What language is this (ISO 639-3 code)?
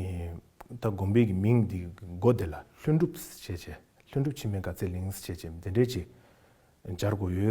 bod